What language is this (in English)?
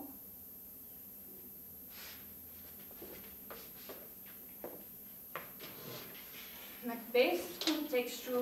Afrikaans